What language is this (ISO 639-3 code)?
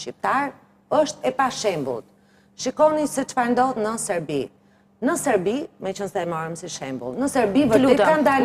sqi